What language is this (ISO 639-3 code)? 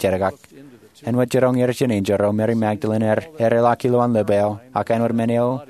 mah